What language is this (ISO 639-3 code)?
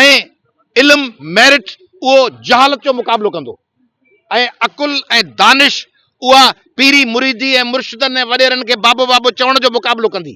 snd